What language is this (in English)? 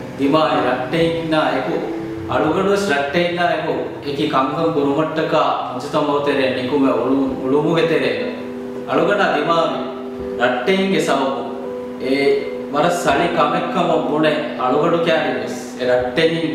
Divehi